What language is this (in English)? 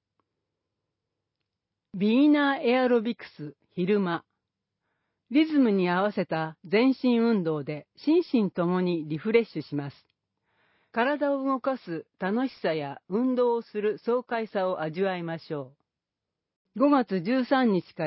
Japanese